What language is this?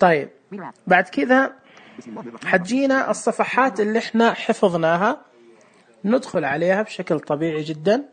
Najdi Arabic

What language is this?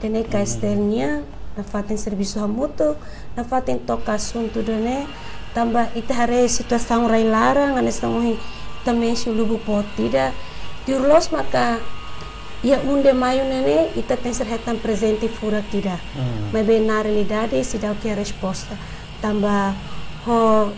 Tetum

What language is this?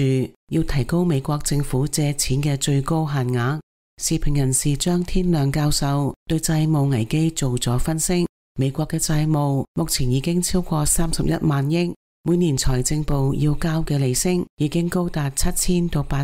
Cantonese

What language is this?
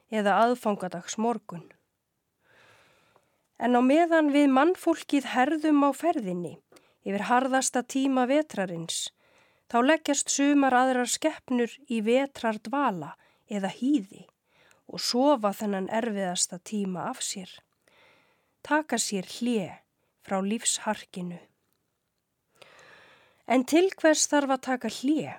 Icelandic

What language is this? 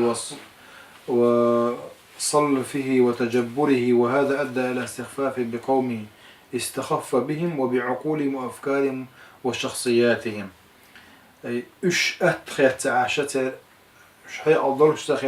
Chechen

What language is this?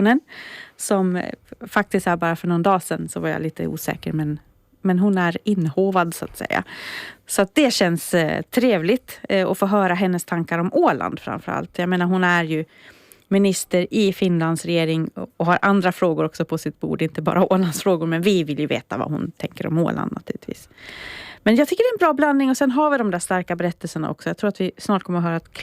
Swedish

